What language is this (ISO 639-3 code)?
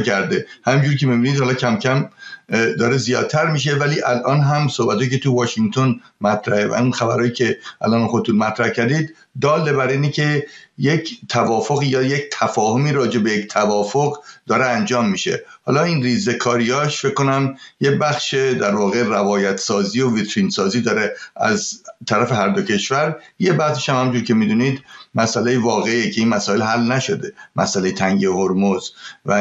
fas